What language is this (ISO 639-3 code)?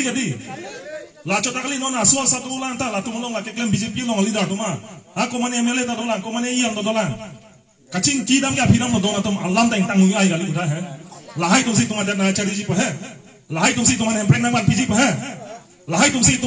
mjw